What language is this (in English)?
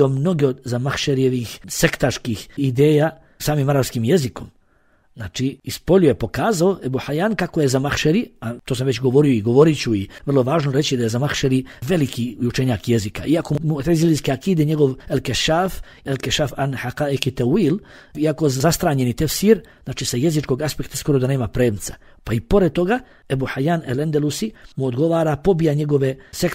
Bosnian